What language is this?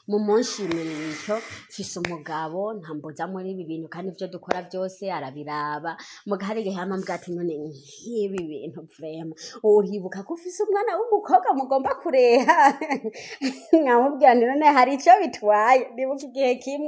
Rundi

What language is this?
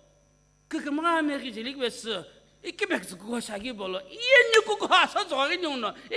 Sumi Naga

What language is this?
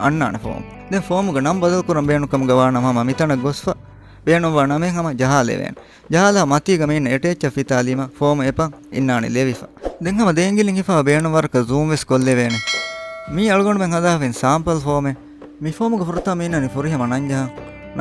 Divehi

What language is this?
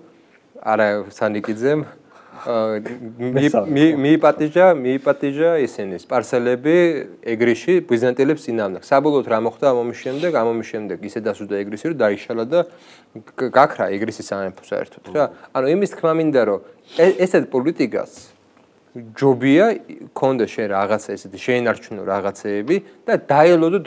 Georgian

